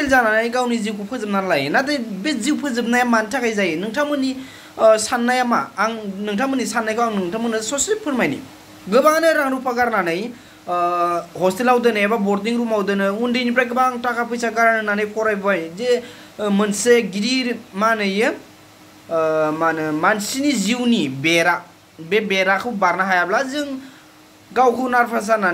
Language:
Bodo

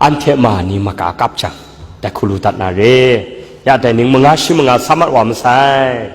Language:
Kachin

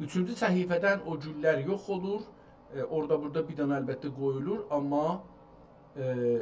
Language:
South Azerbaijani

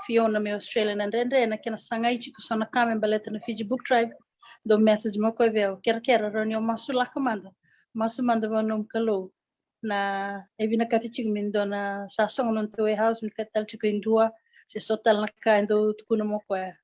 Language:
Fijian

